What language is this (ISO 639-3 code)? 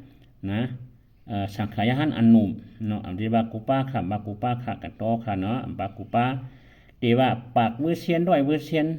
shn